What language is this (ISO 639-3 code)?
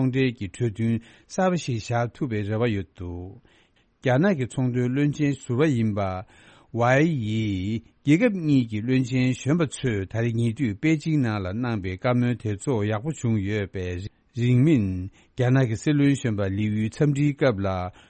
bod